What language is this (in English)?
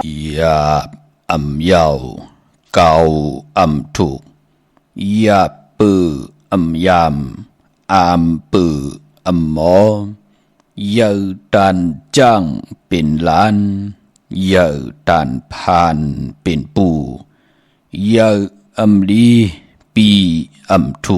Shan